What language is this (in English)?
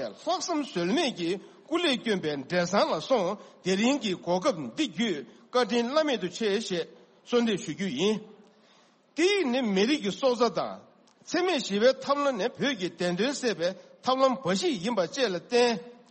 Tibetan